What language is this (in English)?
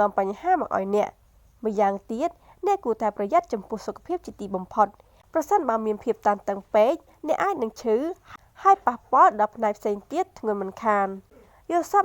Khmer